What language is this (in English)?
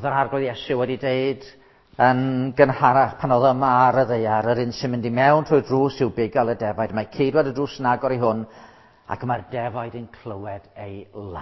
Welsh